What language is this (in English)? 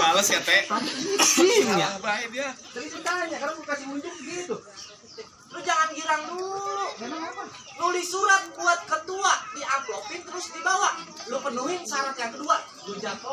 Betawi